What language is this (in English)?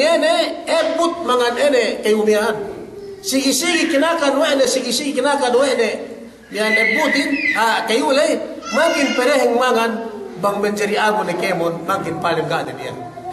Yakan